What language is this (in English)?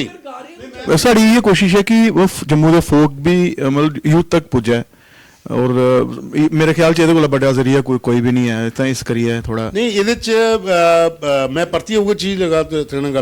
Dogri